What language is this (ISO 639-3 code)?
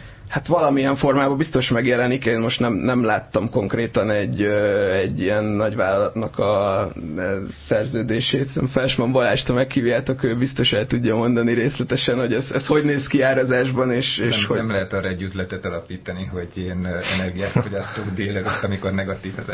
hun